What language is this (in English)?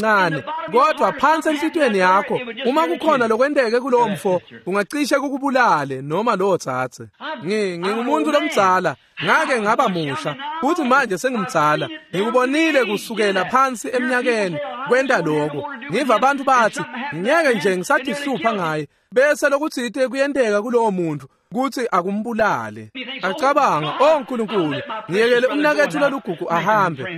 Swati